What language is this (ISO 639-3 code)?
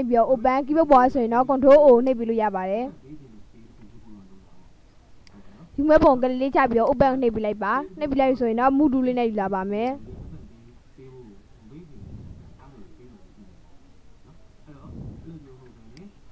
mya